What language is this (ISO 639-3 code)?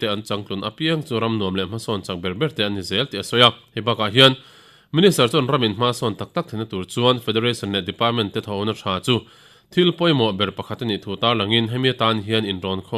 lus